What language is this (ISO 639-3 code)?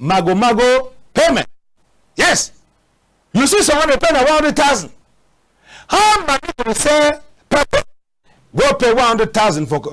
wes